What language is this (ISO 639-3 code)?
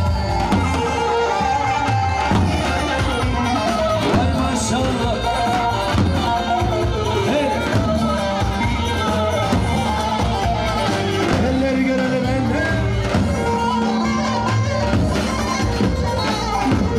tur